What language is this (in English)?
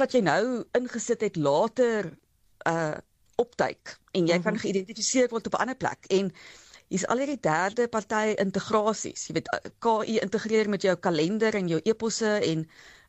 Afrikaans